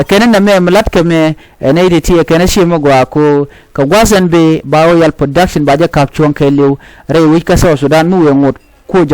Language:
Nuer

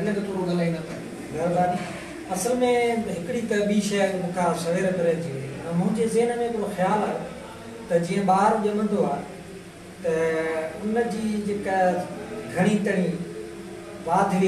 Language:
Sindhi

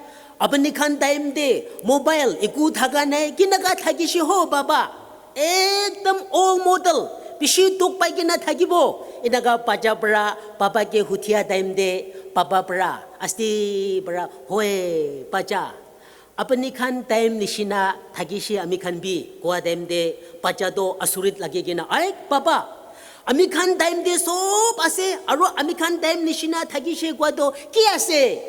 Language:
Naga Pidgin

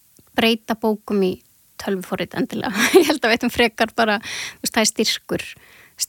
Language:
Icelandic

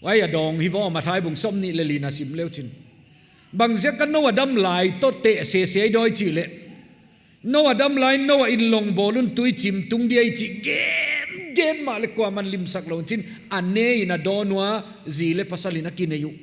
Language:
Paite Chin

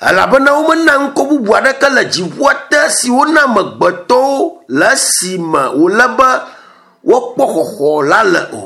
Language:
Ewe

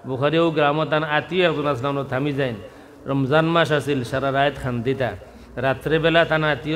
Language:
Sylheti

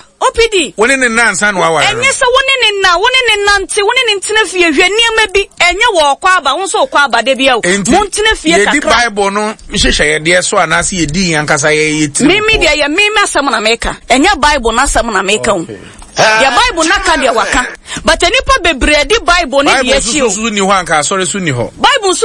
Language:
Akan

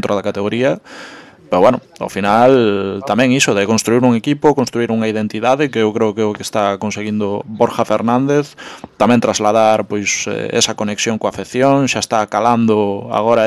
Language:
Galician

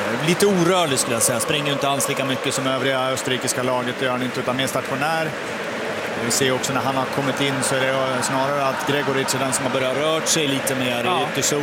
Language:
Swedish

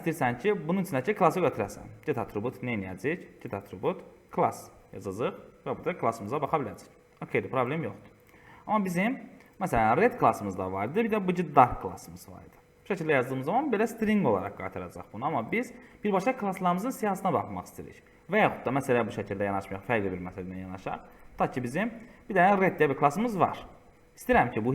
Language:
Azerbaijani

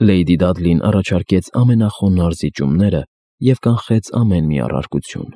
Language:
Armenian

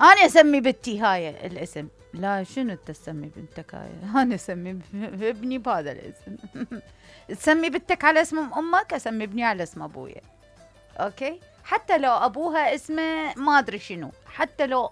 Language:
Mesopotamian Arabic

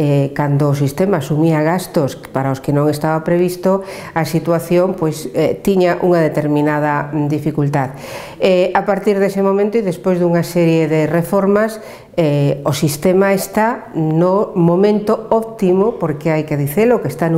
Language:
Galician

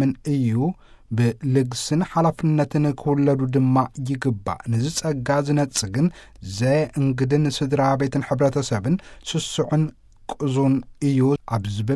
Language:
Tigrinya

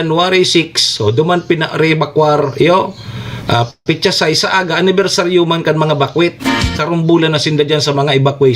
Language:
Bikol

